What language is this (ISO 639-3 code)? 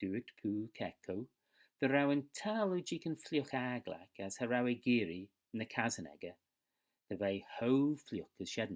glv